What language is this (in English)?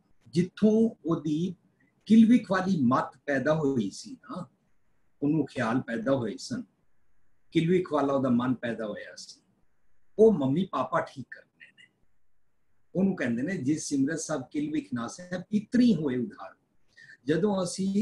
Punjabi